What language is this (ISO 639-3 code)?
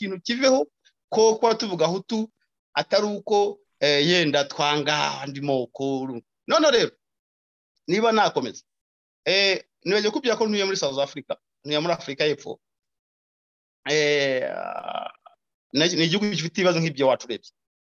kin